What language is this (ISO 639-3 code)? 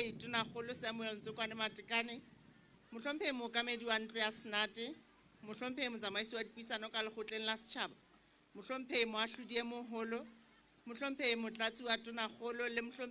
sot